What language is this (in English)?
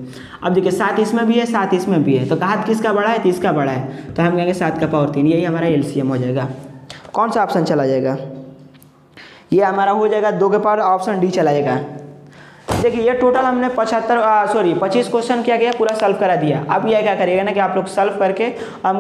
Hindi